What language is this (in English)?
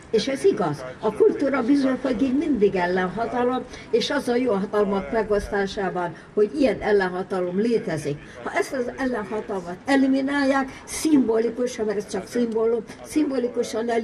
Hungarian